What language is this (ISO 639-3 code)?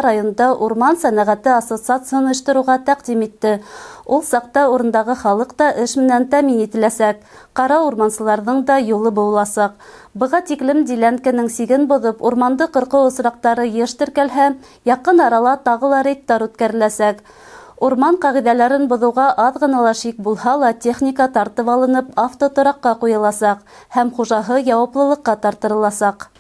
bak